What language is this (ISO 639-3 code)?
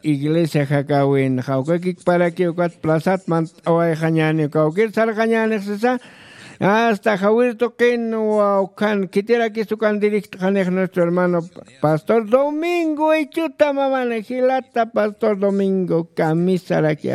aym